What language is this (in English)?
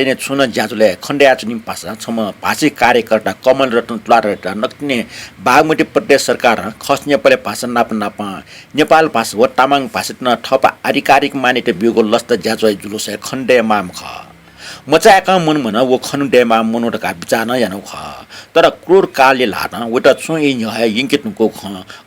Newari